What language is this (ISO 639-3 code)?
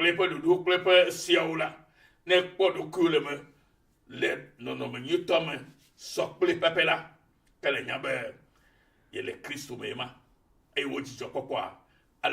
ewe